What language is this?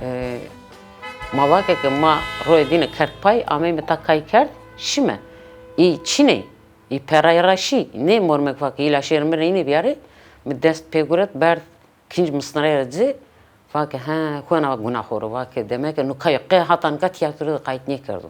Zaza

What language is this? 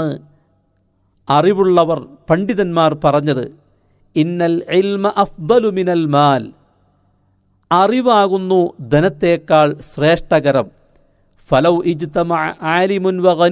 Malayalam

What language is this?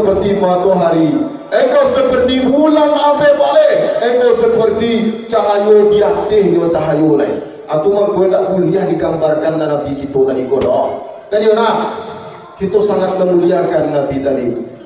Minangkabau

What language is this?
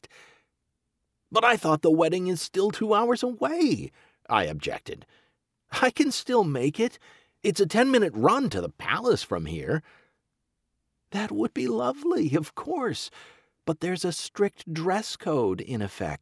English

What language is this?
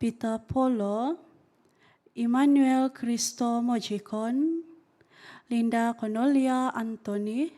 Central Dusun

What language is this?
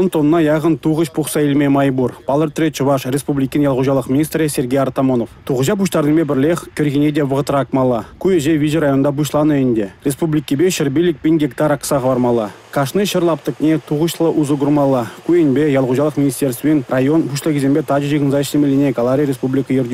Chuvash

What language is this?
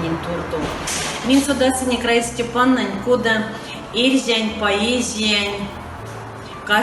Erzya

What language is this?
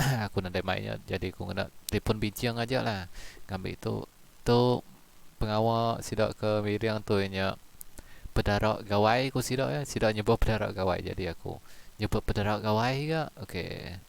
Iban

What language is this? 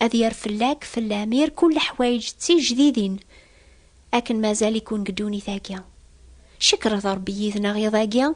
Kabyle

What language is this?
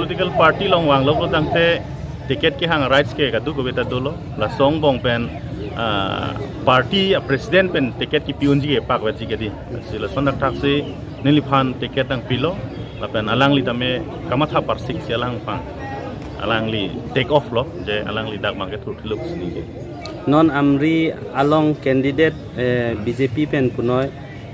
Karbi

